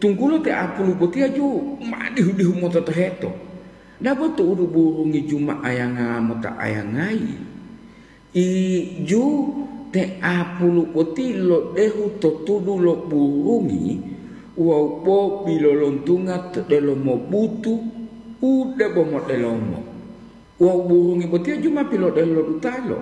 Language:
Gorontalo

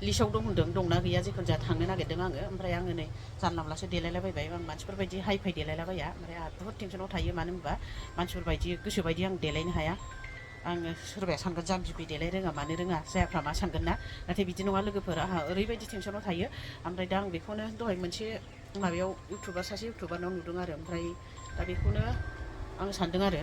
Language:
Bodo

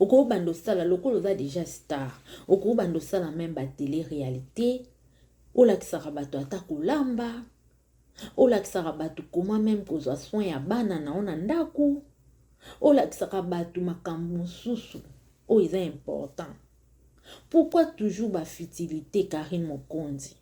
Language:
Lingala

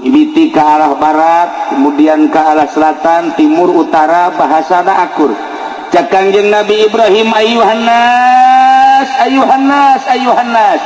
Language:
Sundanese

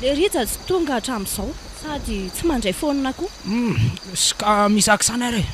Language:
Malagasy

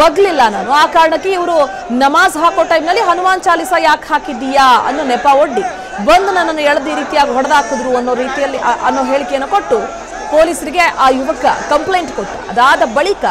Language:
Kannada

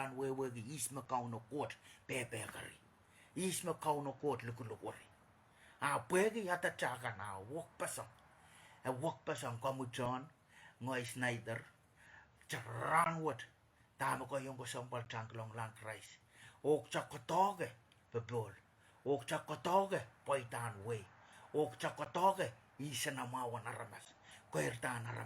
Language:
Pohnpeian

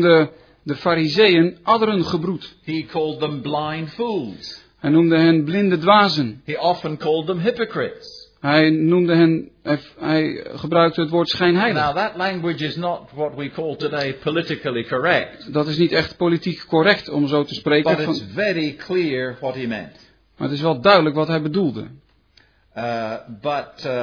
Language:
Dutch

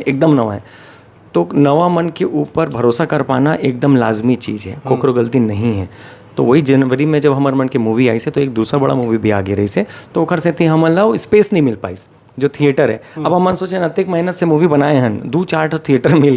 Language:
Chhattisgarhi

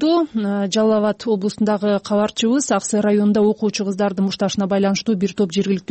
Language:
Kyrgyz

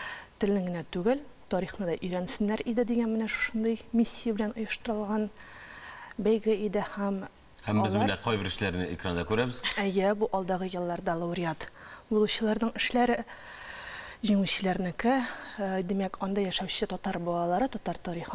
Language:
Tatar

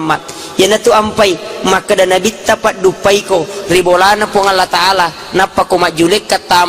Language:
Buginese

